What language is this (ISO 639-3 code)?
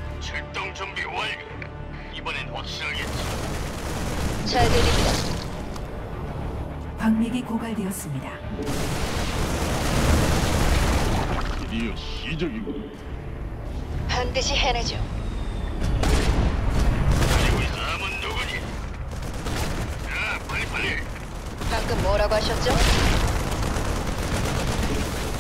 kor